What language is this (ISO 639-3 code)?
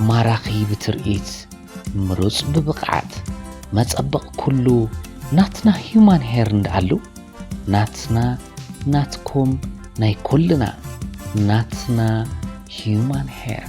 tir